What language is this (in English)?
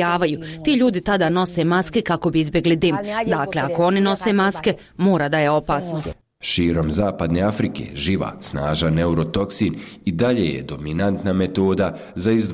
Bosnian